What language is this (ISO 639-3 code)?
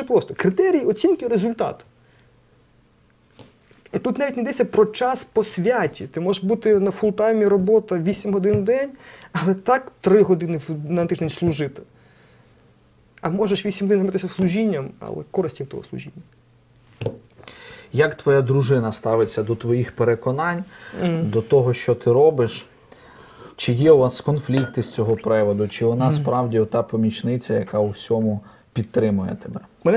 ukr